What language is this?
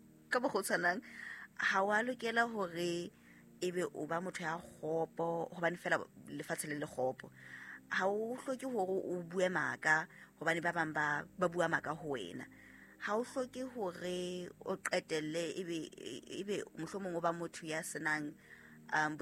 Southern Sotho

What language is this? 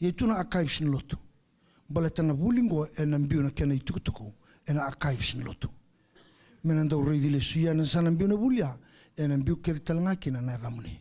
Fijian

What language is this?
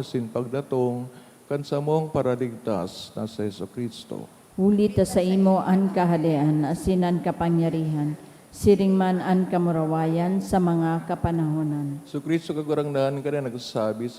Bikol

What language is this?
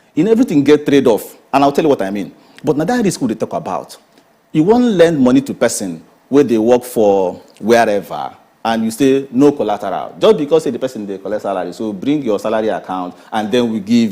Nigerian Pidgin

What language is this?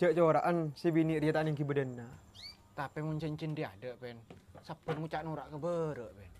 Madurese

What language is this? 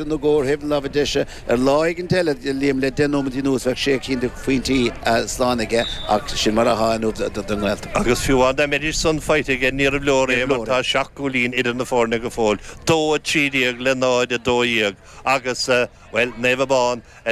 Irish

